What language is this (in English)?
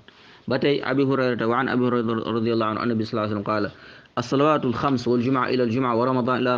Wolof